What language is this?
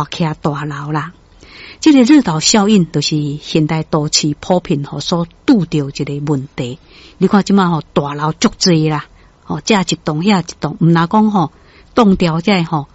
Min Nan Chinese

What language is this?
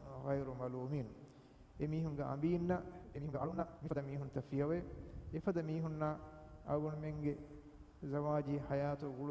Divehi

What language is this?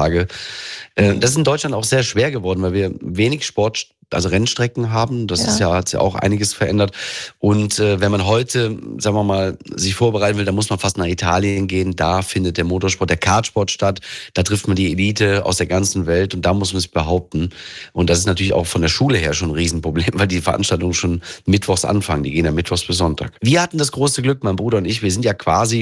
German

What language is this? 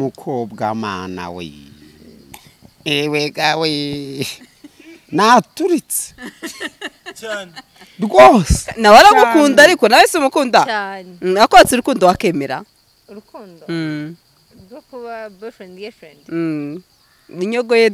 Kinyarwanda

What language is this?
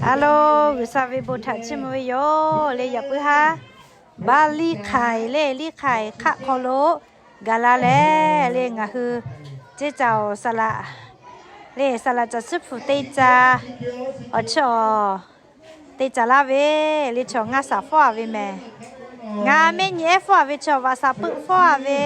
Lahu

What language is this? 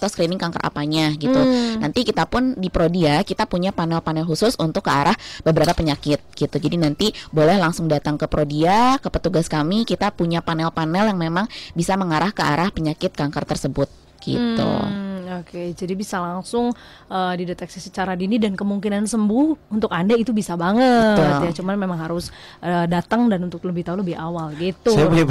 Indonesian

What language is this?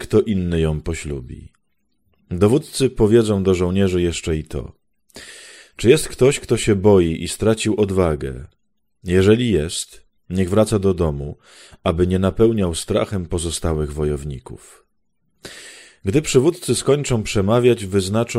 Polish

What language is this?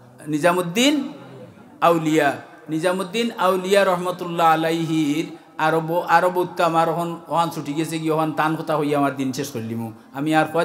Sylheti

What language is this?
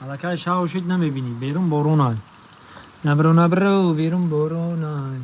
Tajik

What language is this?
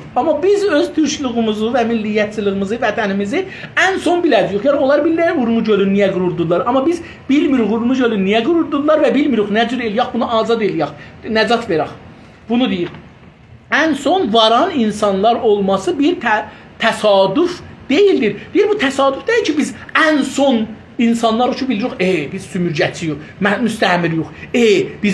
South Azerbaijani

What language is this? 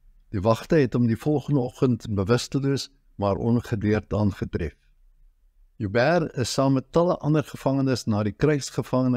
Afrikaans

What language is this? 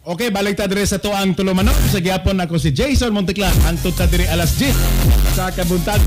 Cebuano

